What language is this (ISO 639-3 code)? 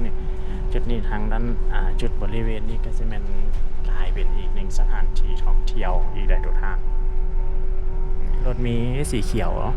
lao